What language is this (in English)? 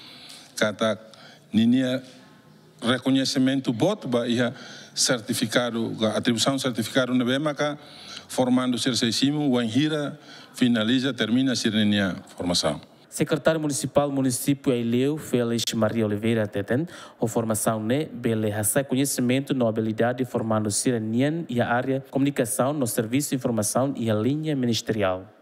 Tetum